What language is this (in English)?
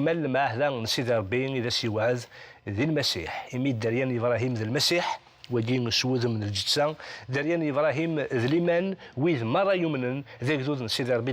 Kabyle